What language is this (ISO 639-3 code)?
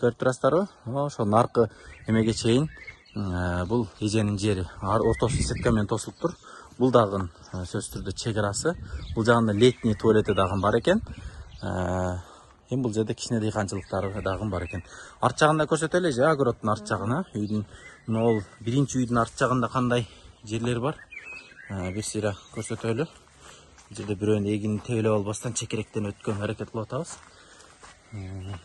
kir